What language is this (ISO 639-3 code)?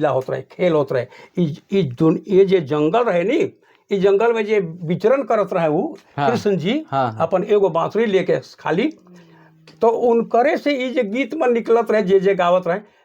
sck